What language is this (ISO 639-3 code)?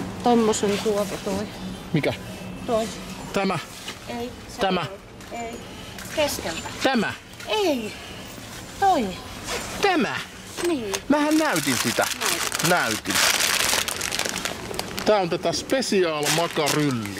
fin